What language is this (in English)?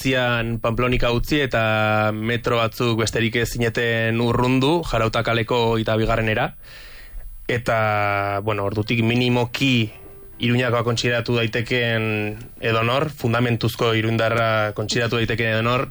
Basque